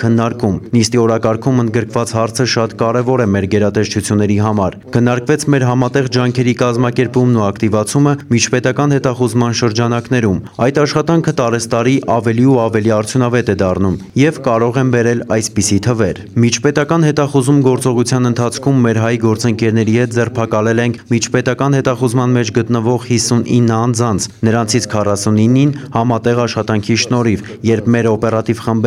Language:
Armenian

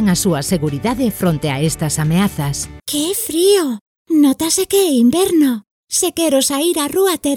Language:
Galician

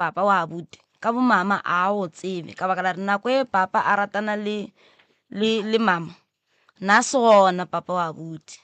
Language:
Northern Sotho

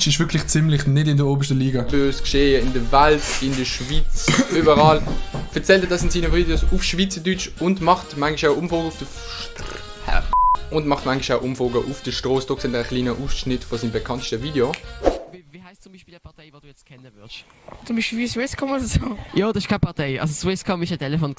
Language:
Swiss German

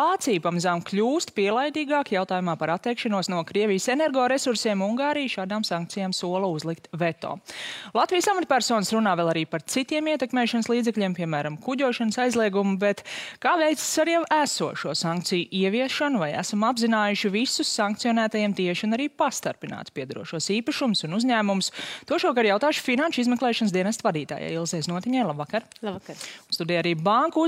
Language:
Latvian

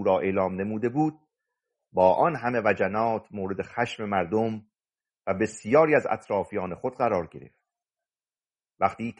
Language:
Persian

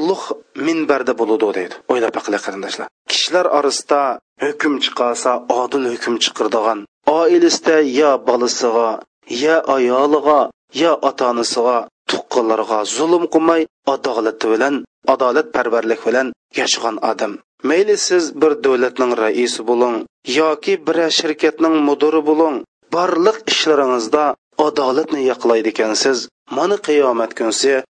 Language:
Uyghur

